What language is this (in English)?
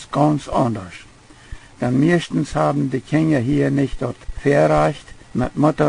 Plautdietsch